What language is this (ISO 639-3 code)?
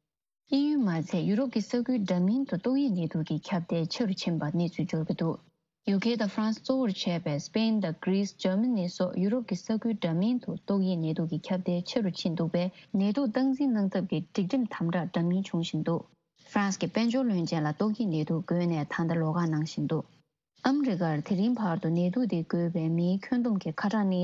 bod